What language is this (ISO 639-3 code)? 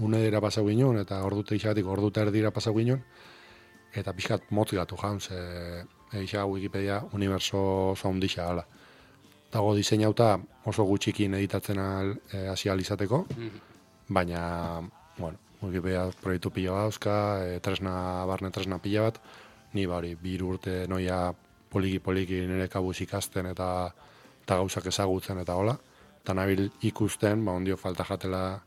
eus